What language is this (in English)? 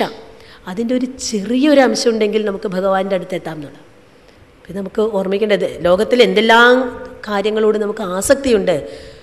Malayalam